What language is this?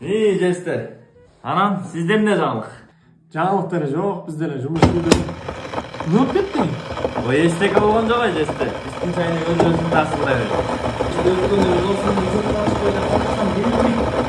Kyrgyz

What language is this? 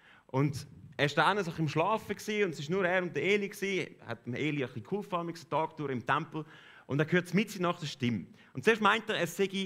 Swiss German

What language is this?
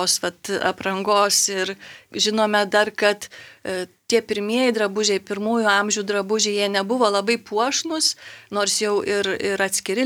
Lithuanian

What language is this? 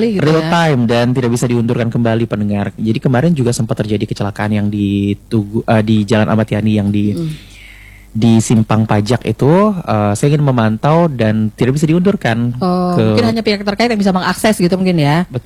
Indonesian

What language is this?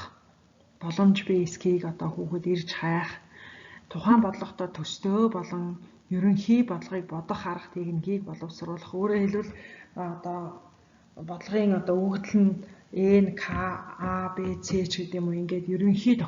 Mongolian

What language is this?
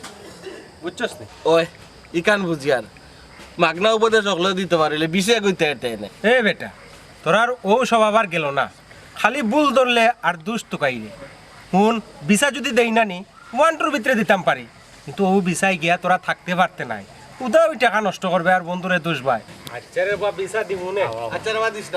Sylheti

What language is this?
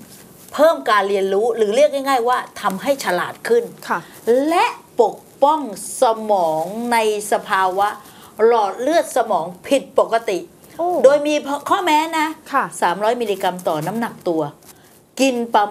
Thai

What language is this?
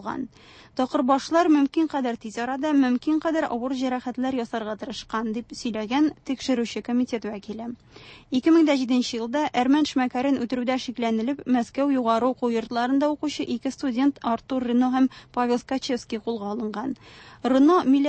Tatar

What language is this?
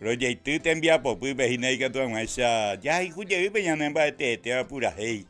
Guarani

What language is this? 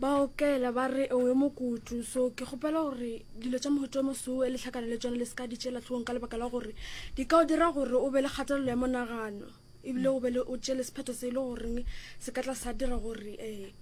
Northern Sotho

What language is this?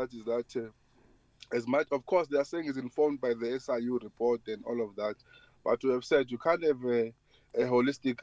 English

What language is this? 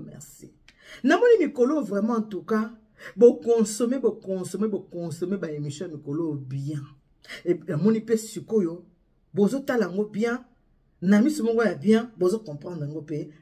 Lingala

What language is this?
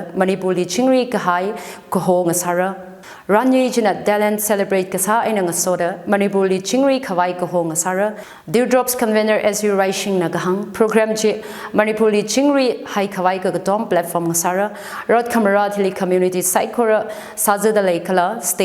Tangkhul Naga (India)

